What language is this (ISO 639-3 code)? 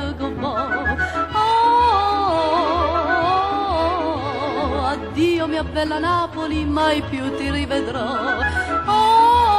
nap